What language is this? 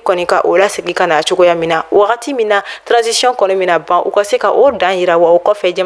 Bambara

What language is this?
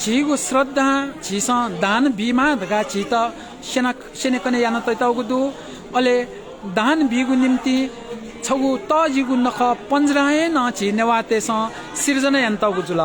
Newari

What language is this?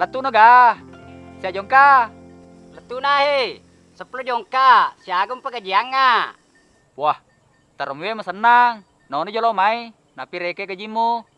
Buginese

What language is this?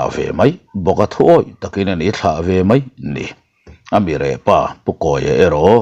Mizo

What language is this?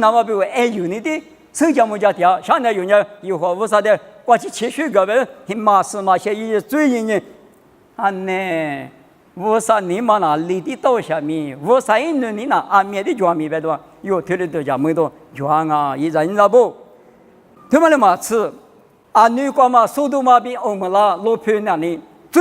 Lisu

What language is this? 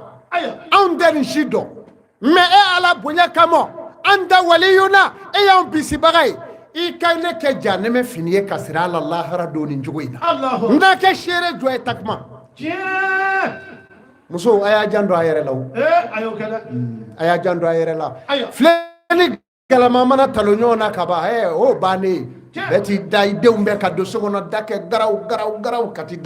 Bambara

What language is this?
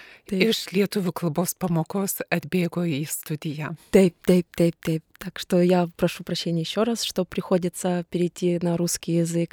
Lithuanian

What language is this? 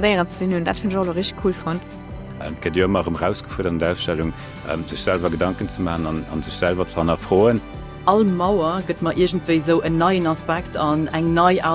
Luxembourgish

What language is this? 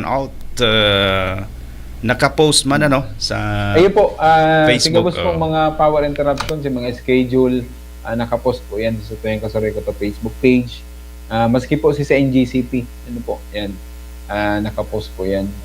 Bikol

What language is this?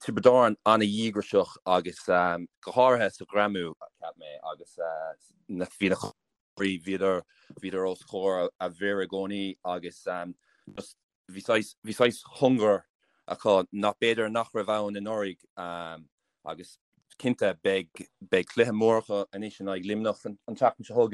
Irish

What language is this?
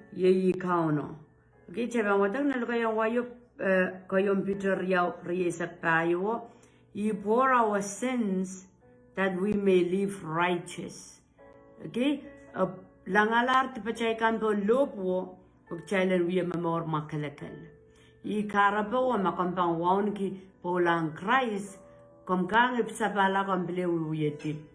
Pohnpeian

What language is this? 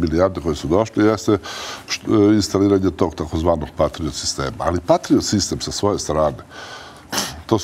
Serbian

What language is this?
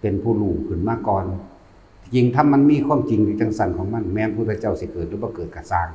Northeastern Thai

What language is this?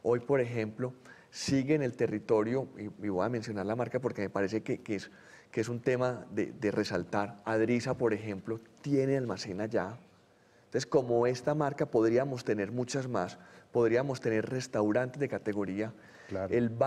Spanish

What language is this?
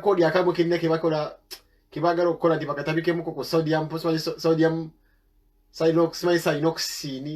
Ganda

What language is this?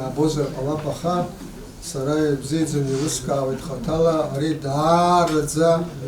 Abkhazian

